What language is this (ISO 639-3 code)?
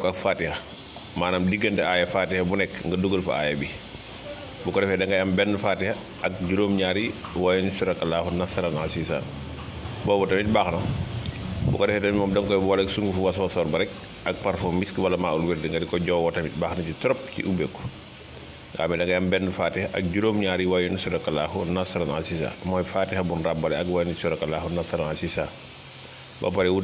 wol